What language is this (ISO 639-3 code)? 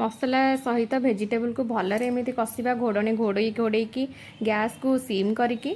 ori